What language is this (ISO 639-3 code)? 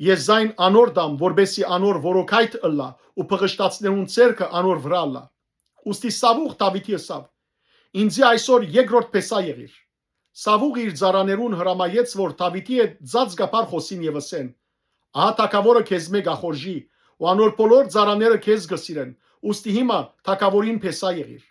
hyw